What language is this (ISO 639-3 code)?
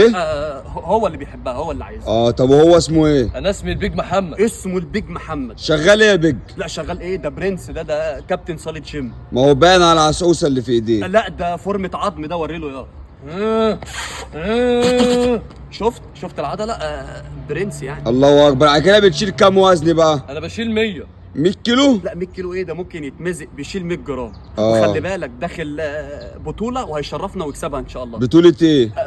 arz